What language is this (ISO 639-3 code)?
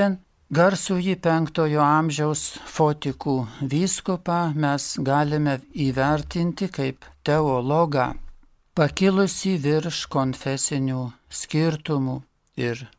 lit